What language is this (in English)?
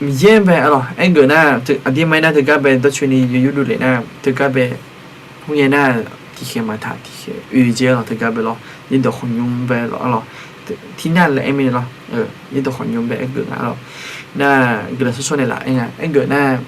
Akha